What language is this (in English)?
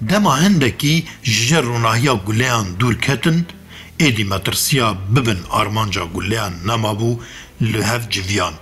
Kurdish